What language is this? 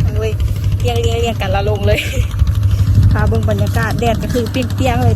Lao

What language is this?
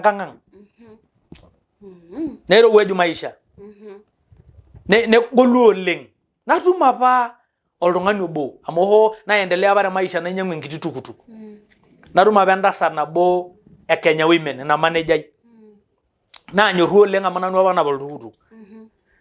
Masai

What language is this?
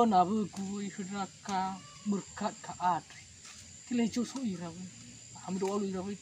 Nias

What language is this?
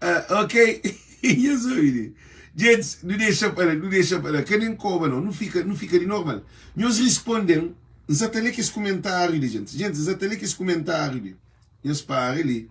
Kabuverdianu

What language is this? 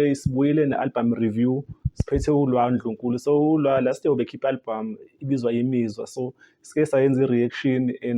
Zulu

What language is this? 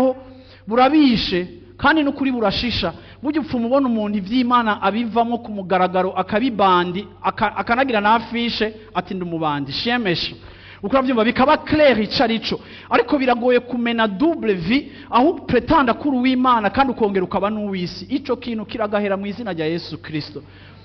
Rundi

